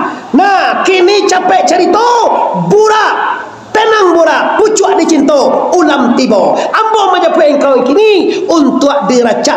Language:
Minangkabau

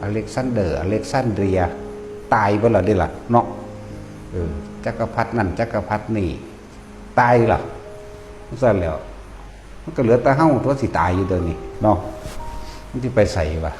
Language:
Northeastern Thai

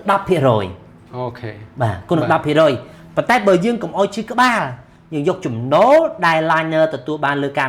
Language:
Khmer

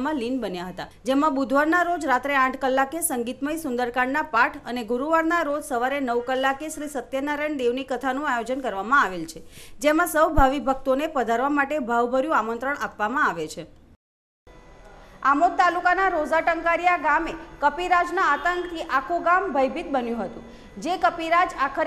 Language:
Gujarati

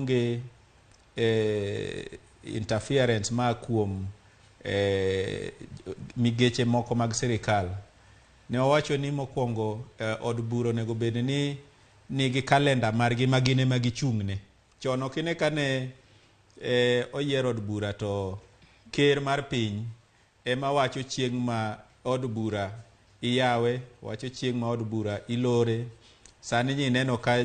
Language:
Luo (Kenya and Tanzania)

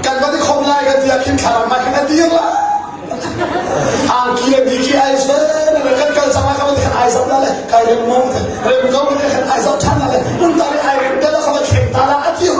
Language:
Hakha Chin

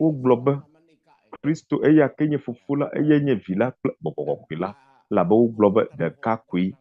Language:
Ewe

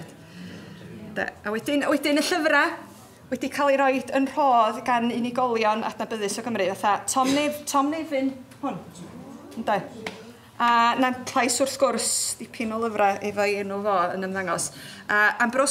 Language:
Welsh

